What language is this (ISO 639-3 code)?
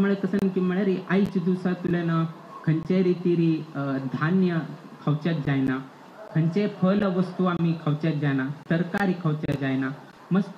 kok